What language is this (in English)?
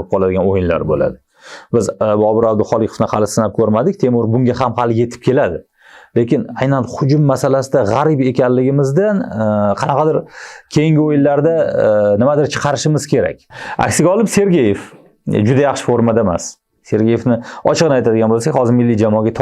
Uzbek